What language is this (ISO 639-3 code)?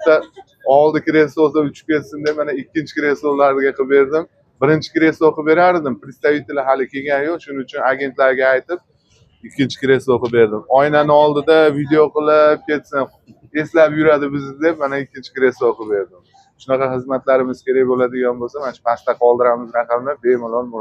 uzb